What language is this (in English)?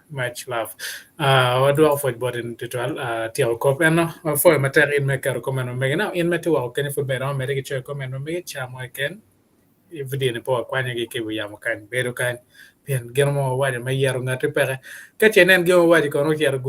Acoli